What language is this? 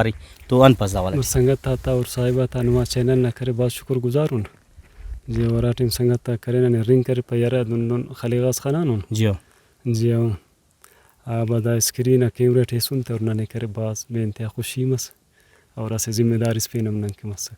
Brahui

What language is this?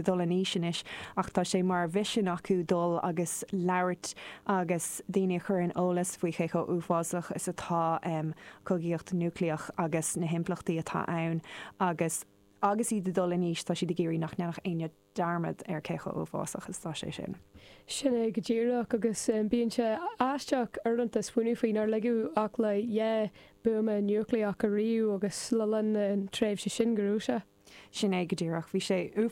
Irish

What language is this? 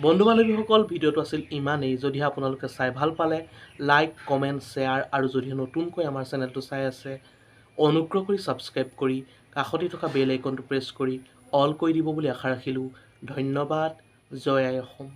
Assamese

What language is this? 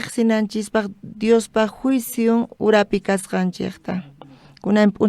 South Bolivian Quechua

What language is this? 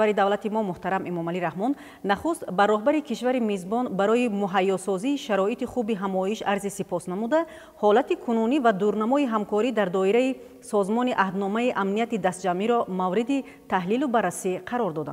Tajik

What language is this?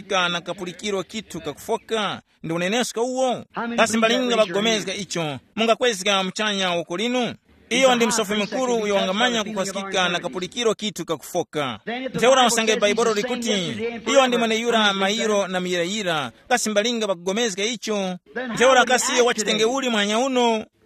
Tumbuka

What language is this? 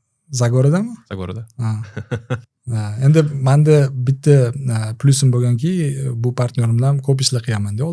Uzbek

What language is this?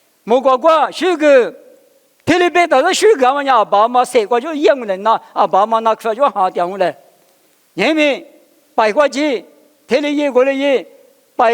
Lisu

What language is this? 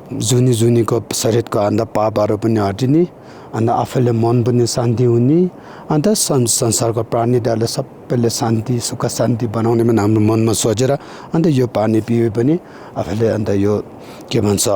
Nepali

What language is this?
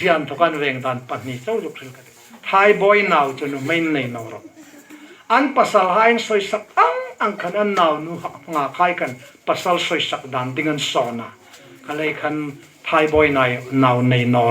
Hmar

